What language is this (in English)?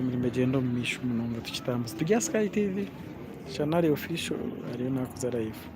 Nyankole